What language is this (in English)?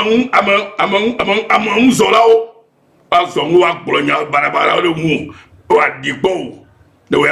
Ewe